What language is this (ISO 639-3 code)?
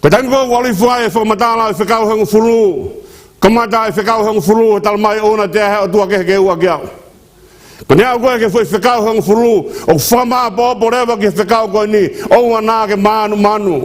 ton